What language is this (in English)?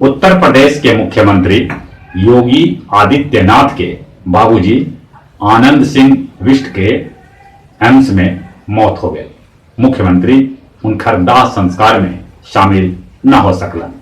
Magahi